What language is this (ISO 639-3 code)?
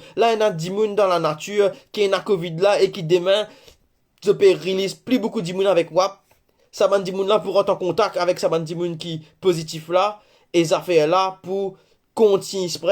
mfe